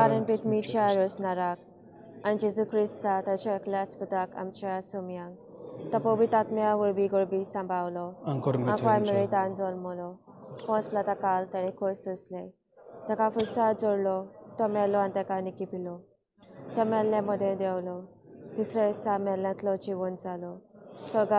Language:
Konkani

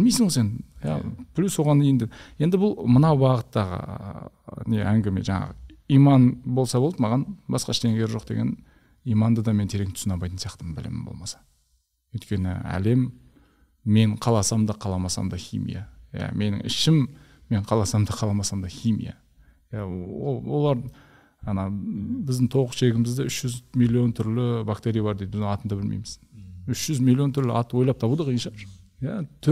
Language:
Kazakh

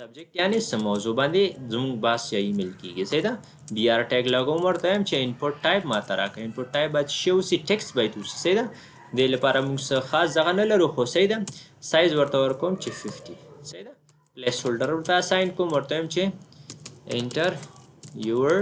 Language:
Pashto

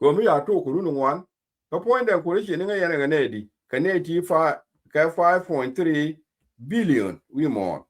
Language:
Nuer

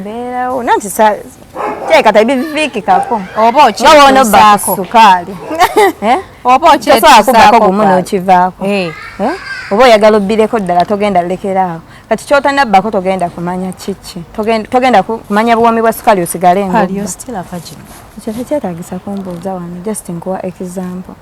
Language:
Ganda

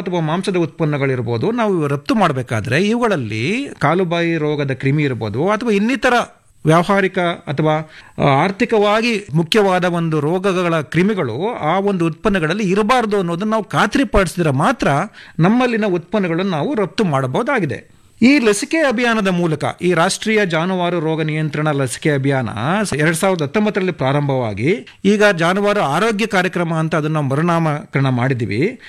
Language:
Kannada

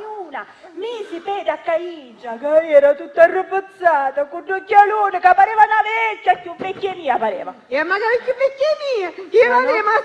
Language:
Sicilian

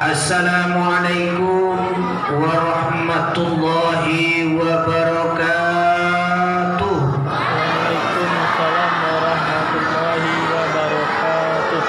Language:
Minangkabau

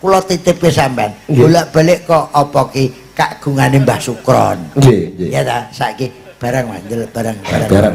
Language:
Javanese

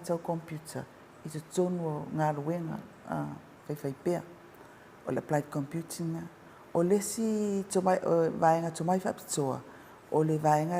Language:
Samoan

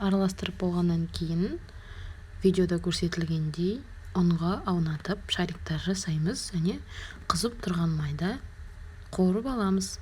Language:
Kazakh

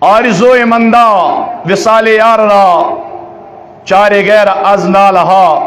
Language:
Kashmiri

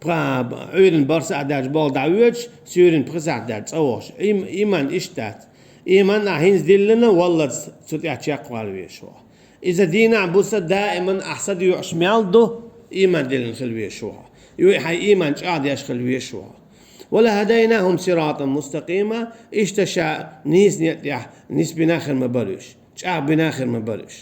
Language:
Chechen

